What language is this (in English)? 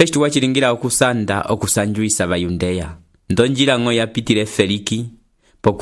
Umbundu